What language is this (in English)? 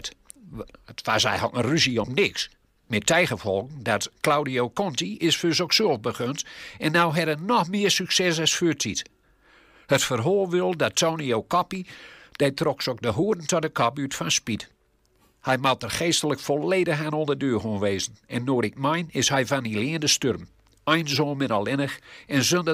Gronings